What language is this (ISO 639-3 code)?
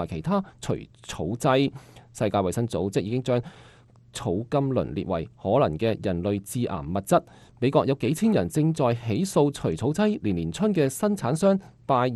yue